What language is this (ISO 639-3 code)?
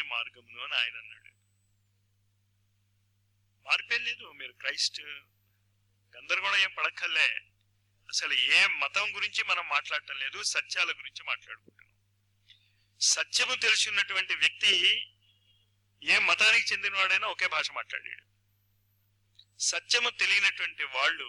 tel